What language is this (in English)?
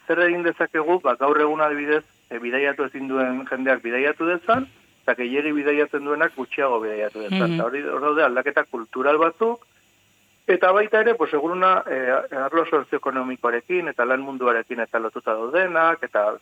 Basque